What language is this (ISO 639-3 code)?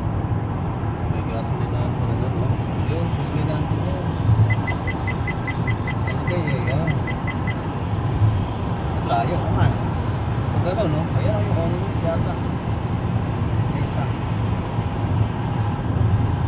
fil